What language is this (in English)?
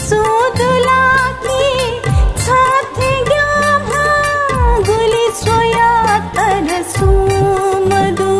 Newari